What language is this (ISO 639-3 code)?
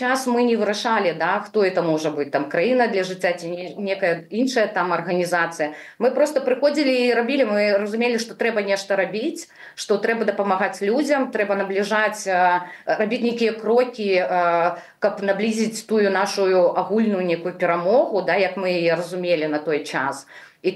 bel